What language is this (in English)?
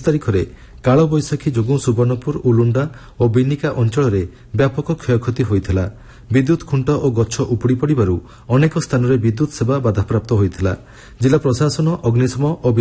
Odia